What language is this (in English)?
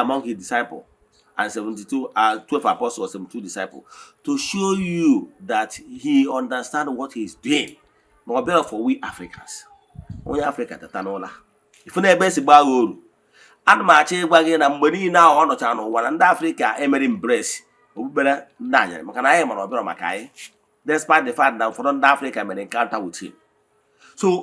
Igbo